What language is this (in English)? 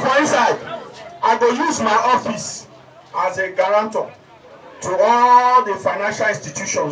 Nigerian Pidgin